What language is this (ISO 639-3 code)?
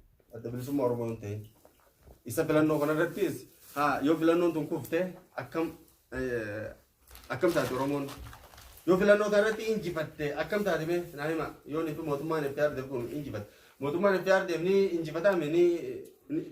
orm